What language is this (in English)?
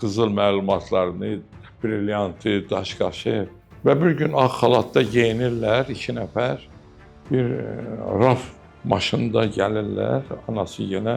Azerbaijani